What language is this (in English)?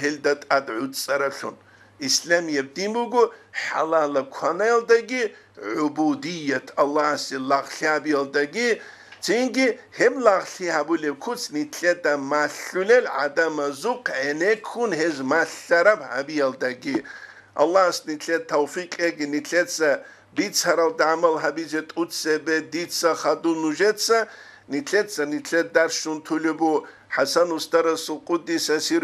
Avaric